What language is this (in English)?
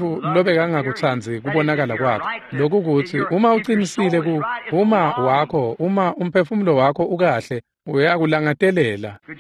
Swati